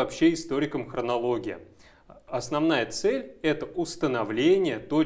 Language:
Russian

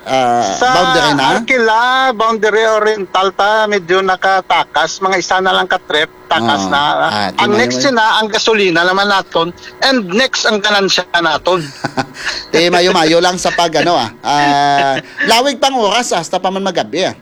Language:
Hiligaynon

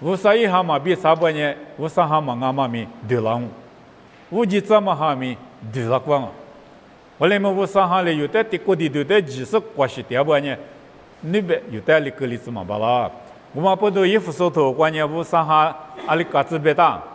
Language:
Lisu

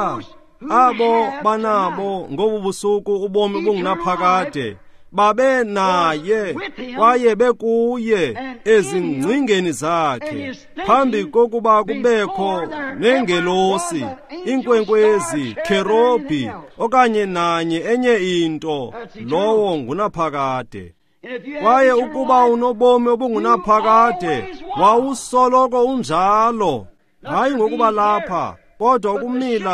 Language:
Xhosa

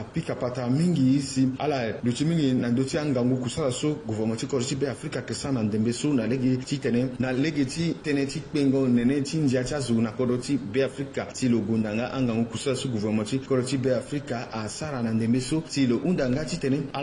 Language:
Sango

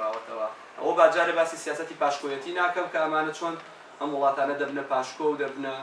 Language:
Central Kurdish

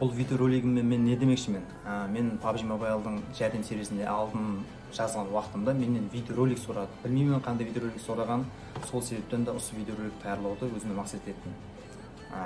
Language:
Kara-Kalpak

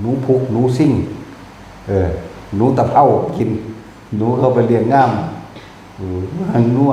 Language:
Northeastern Thai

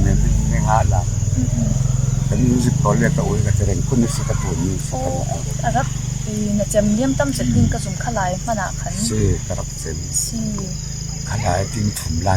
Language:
Falam Chin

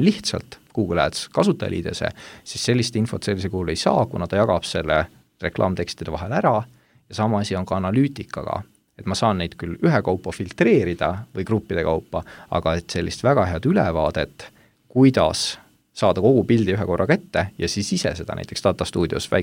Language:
Estonian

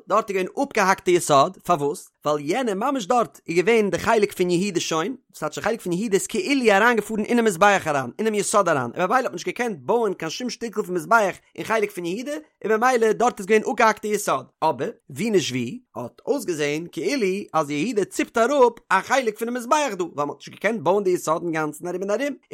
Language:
Yiddish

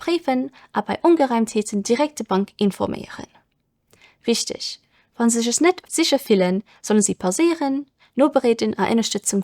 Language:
Luxembourgish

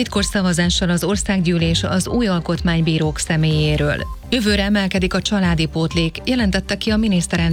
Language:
Hungarian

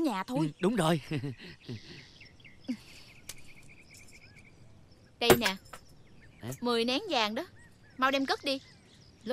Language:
Vietnamese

